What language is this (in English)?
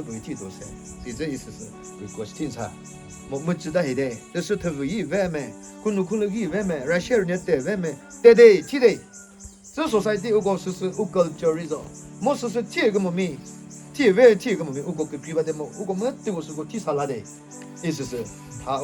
Chokri Naga